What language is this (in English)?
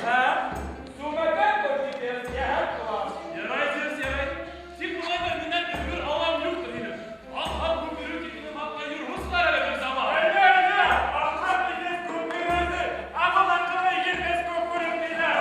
Bashkir